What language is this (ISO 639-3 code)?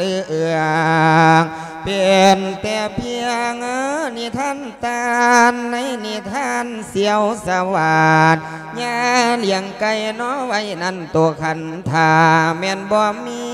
lao